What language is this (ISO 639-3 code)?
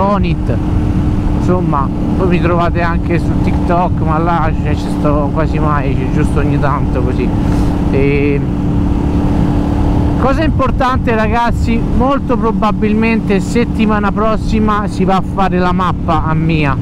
ita